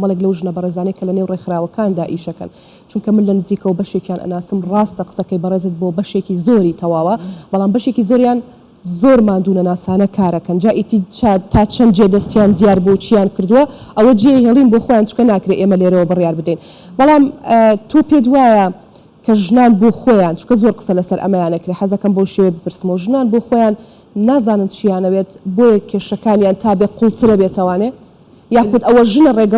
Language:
Central Kurdish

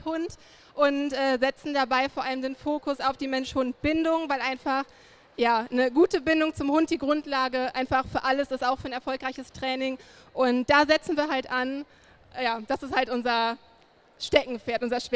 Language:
German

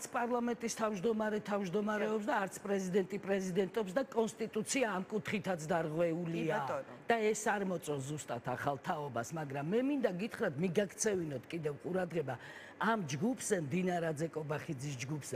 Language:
Georgian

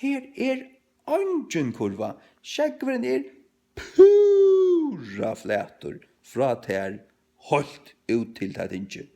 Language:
Faroese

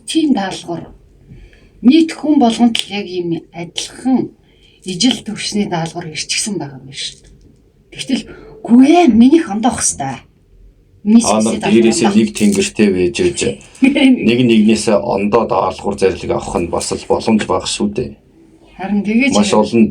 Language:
Mongolian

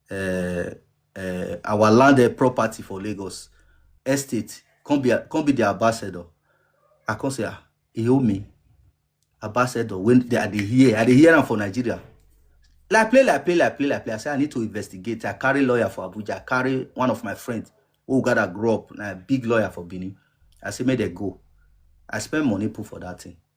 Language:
Nigerian Pidgin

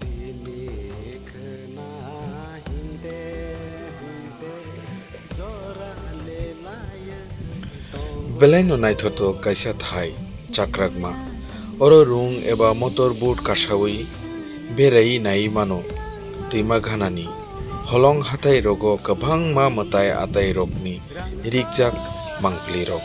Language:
Kok Borok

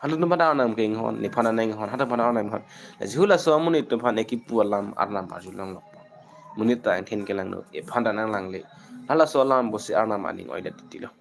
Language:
Karbi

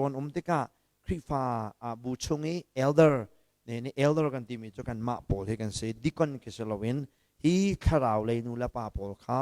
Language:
Hakha Chin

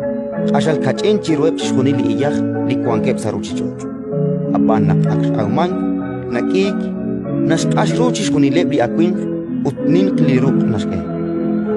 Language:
Kekchí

